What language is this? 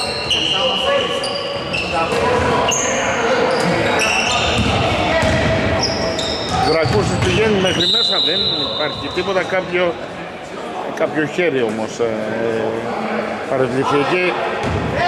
Greek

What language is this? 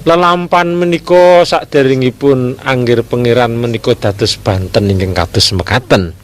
Javanese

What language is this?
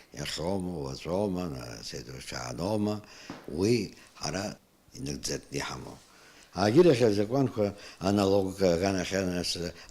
Abkhazian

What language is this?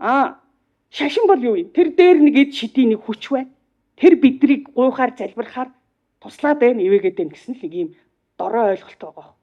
Mongolian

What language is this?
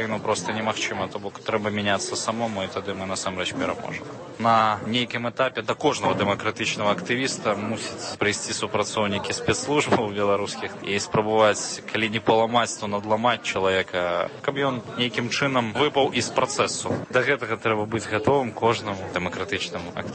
Belarusian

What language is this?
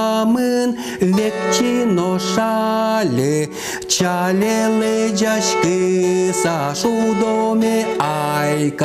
Udmurt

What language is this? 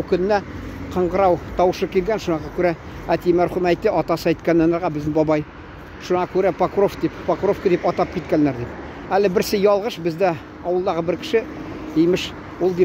Tatar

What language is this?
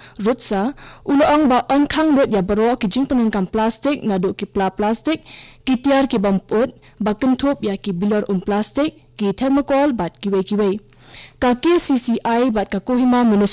Khasi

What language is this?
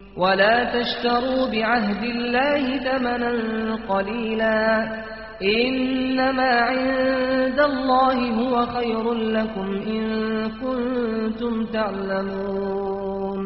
Kurdish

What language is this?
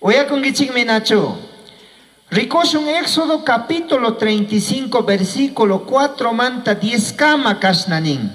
Chimborazo Highland Quichua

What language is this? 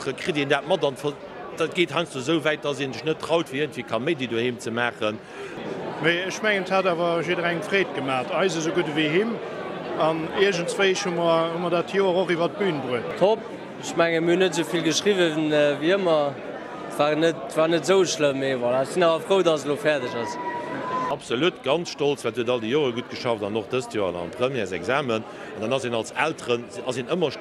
Luxembourgish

